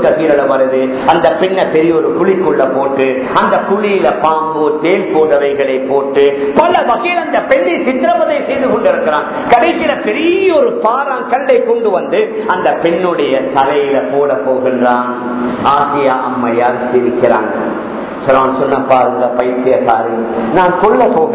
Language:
Tamil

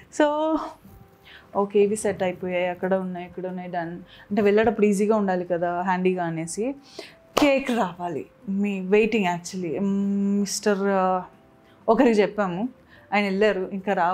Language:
Telugu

